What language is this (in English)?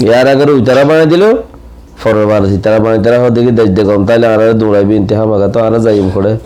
Rohingya